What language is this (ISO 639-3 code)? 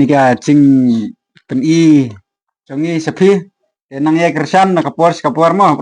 kha